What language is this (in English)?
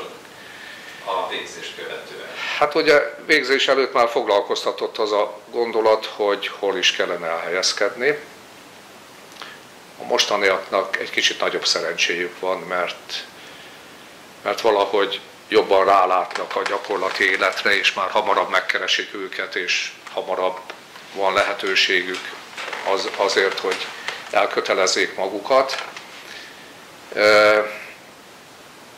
Hungarian